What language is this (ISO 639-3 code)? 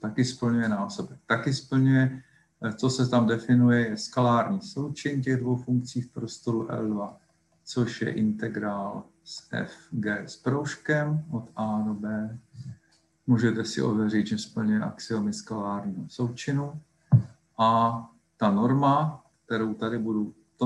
ces